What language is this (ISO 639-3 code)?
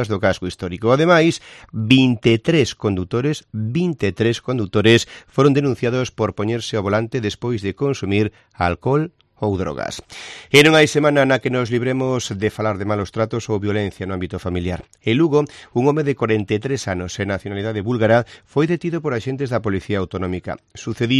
glg